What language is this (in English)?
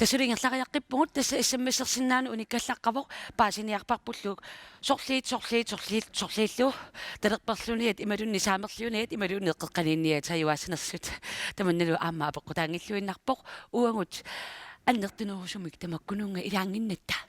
Kalaallisut